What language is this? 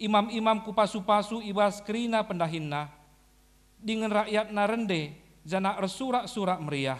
Batak Karo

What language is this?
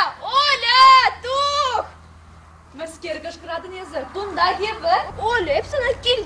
Chuvash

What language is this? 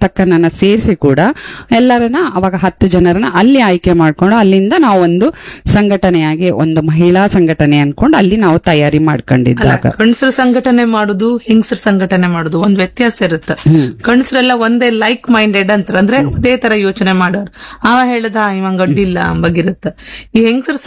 Kannada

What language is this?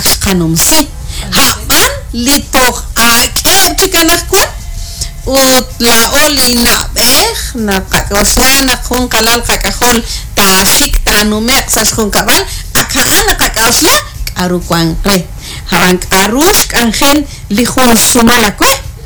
Kekchí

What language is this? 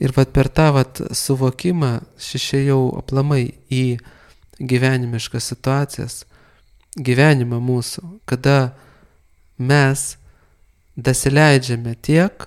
Lithuanian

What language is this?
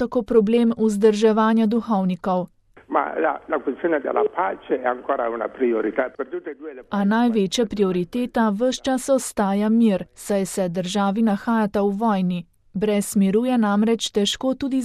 Slovenian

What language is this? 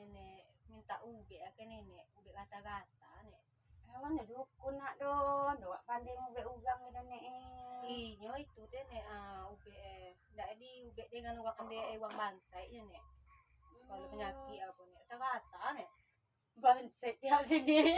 Minangkabau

